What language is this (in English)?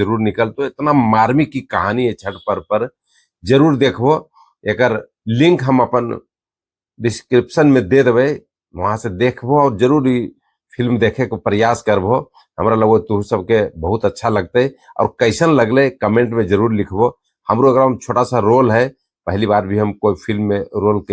Magahi